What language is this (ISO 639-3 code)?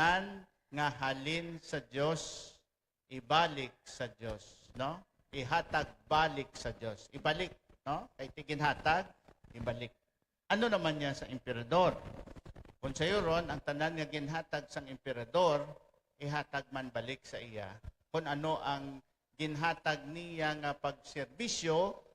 hil